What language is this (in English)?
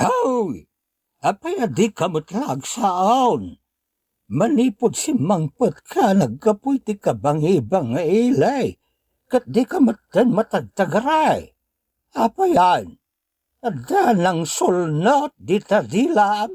Iloko